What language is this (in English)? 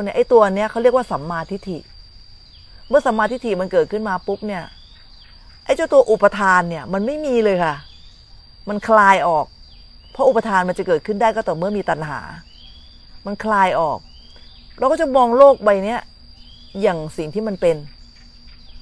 Thai